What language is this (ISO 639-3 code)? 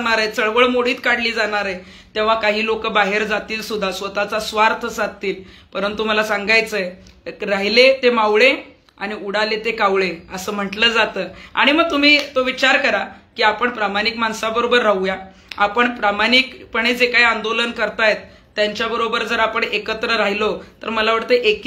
mar